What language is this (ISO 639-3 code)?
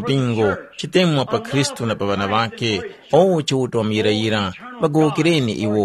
tum